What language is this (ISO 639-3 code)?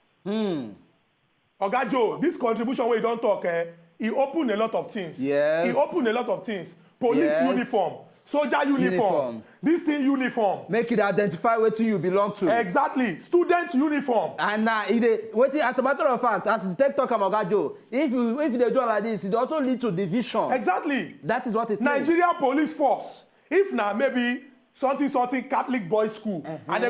pcm